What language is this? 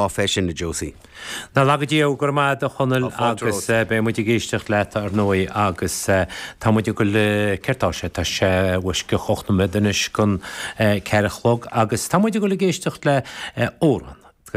Irish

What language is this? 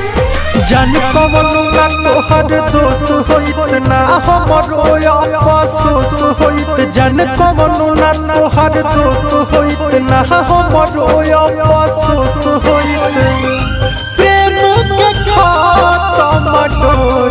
Bhojpuri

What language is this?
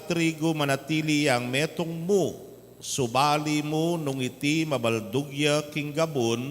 Pampanga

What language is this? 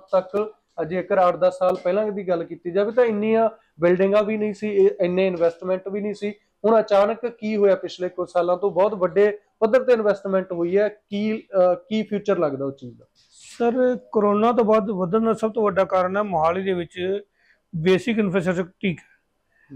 Punjabi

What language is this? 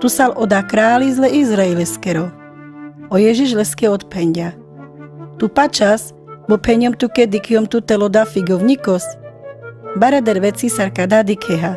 Carpathian Romani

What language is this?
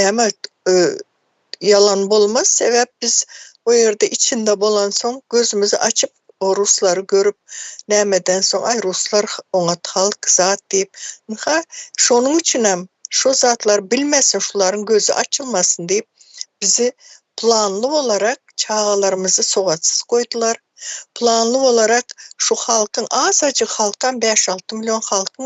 Turkmen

